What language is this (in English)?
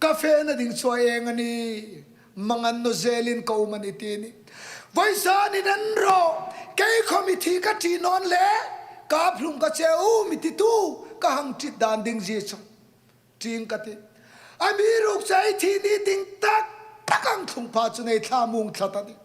Hmar